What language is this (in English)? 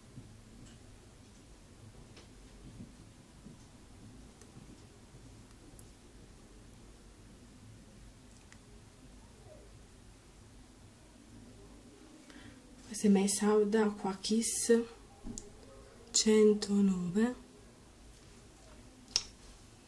Italian